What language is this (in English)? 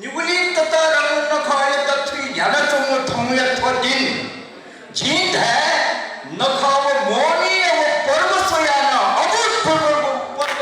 Newari